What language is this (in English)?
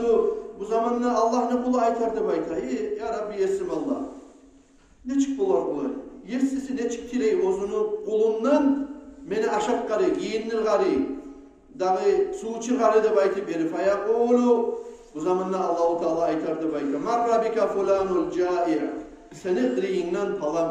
Kumyk